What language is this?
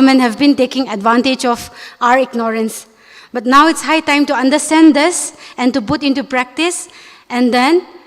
Tangkhul Naga (India)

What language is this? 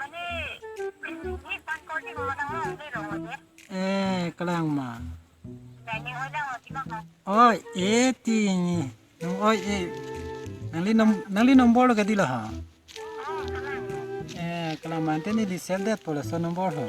Karbi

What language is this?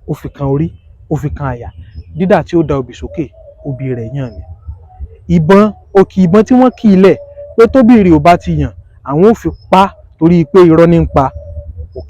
Yoruba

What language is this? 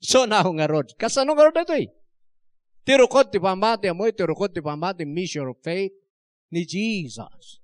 Iloko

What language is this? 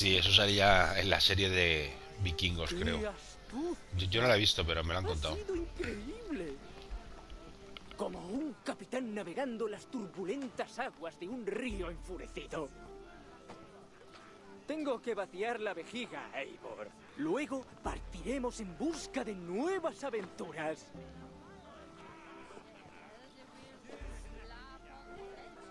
Spanish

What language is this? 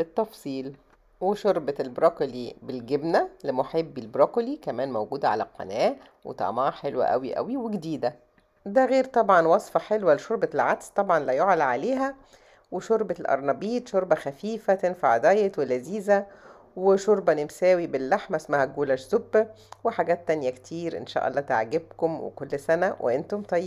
Egyptian Arabic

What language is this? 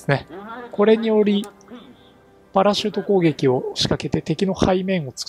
Japanese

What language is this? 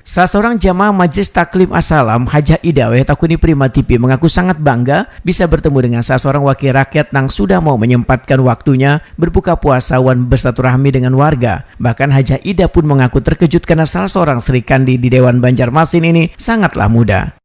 Banjar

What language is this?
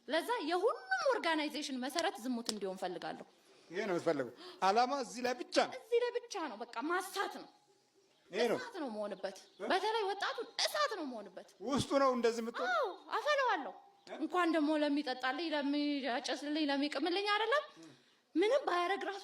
Amharic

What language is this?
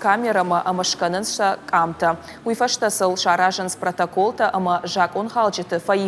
Ossetic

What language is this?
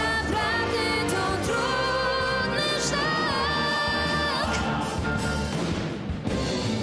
Polish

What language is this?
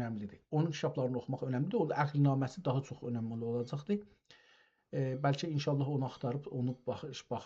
South Azerbaijani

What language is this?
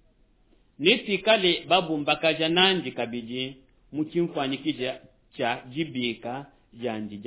Luba-Lulua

